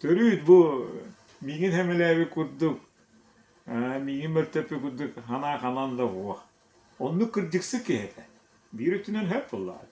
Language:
Yakut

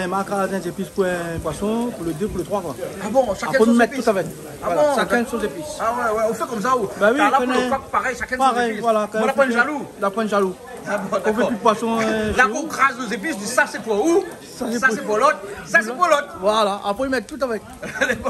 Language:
Réunion Creole French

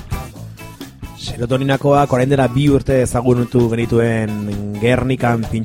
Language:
Basque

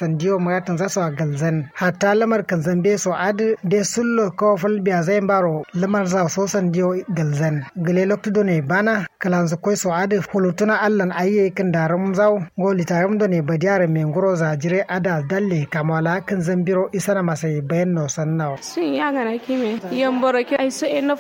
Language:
Kanuri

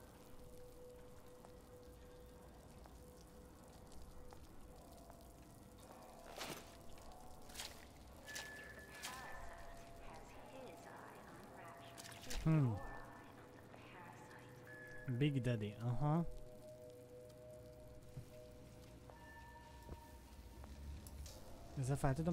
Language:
Hungarian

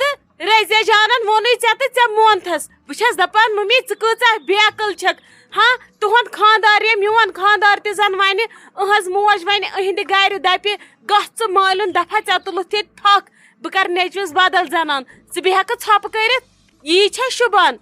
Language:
Kashmiri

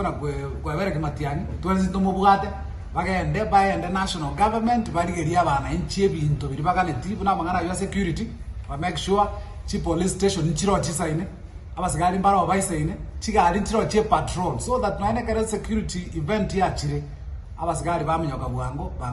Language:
Gusii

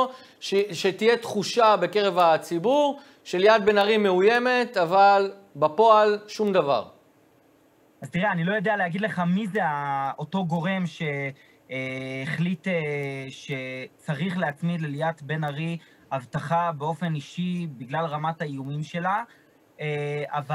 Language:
Hebrew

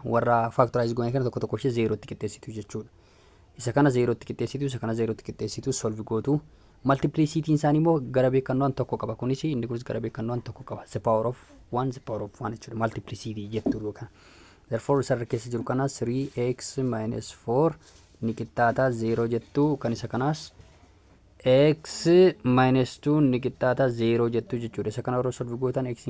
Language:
Oromo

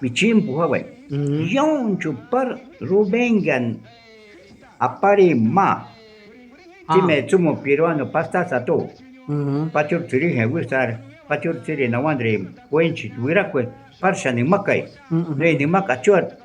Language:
Shuar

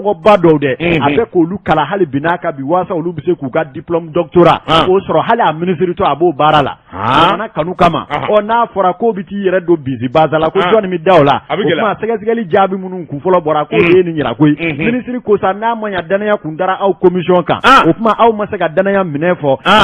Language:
Bambara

